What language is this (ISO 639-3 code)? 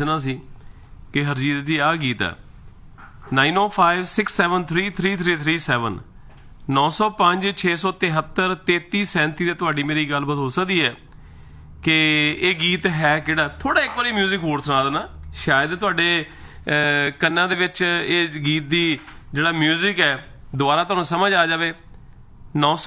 pan